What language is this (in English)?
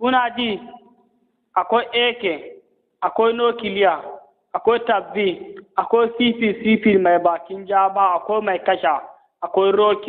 Hausa